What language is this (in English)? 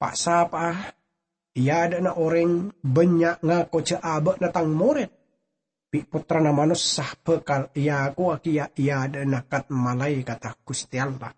Madurese